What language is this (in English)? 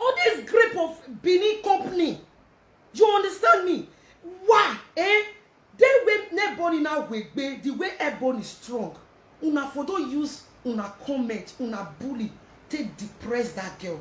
Nigerian Pidgin